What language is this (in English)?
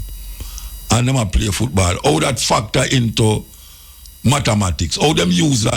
Jamaican Creole English